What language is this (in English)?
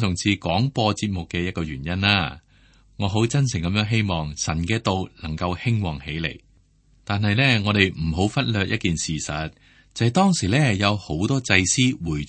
Cantonese